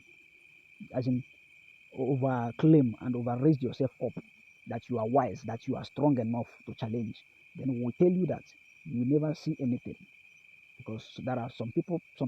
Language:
Nigerian Pidgin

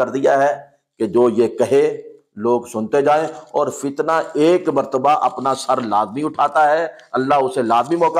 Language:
Urdu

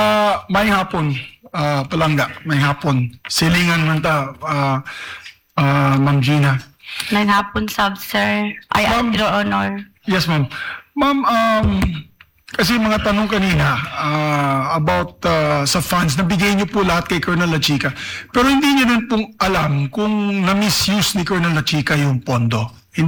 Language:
Filipino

